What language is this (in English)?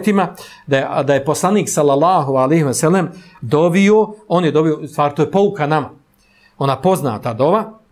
Bosnian